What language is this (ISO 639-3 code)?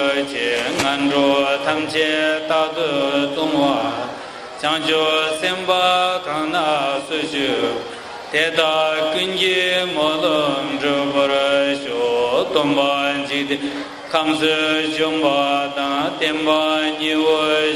bod